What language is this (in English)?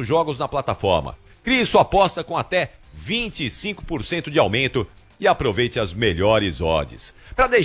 Portuguese